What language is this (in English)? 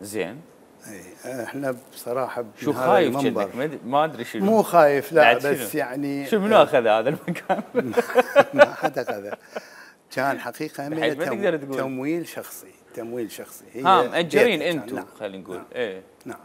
Mesopotamian Arabic